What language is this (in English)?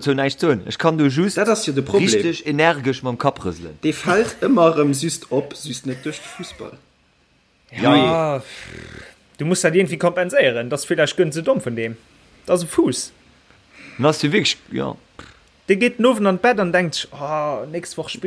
Luxembourgish